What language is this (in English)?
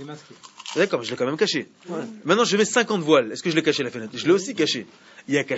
French